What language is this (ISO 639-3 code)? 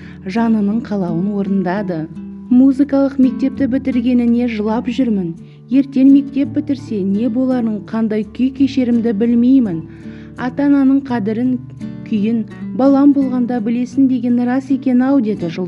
kaz